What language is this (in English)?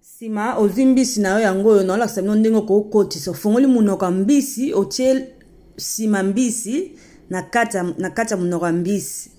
Lingala